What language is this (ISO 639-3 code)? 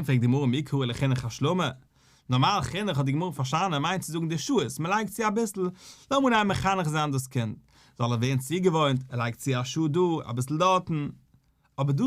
yid